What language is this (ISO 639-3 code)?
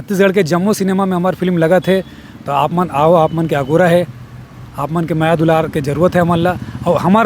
hne